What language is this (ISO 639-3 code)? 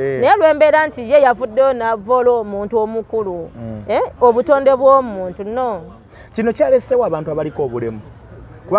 lug